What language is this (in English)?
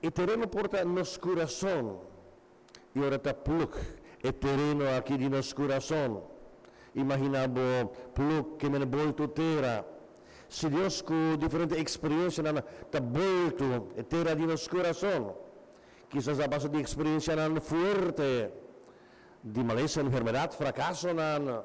Papiamento